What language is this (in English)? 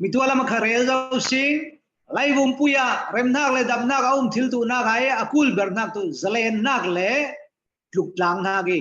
Falam Chin